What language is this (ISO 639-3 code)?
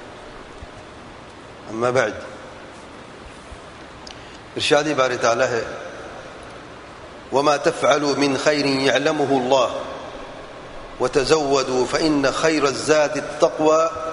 urd